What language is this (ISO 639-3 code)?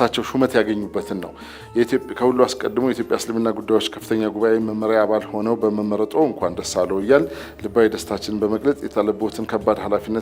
amh